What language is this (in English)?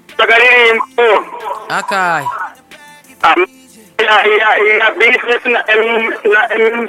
Rundi